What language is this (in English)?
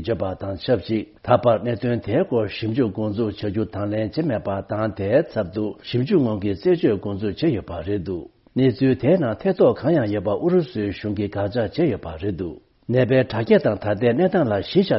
Tibetan